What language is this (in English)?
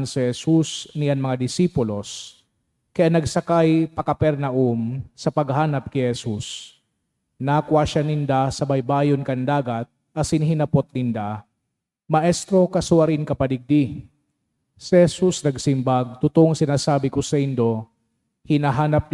Bikol